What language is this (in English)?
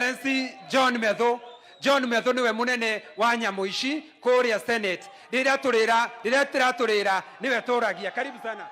Kikuyu